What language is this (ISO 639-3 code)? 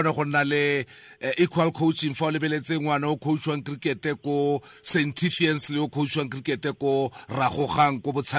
tsn